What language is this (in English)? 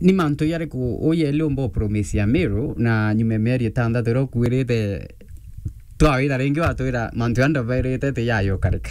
Meru